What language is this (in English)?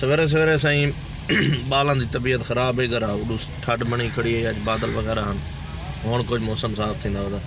Saraiki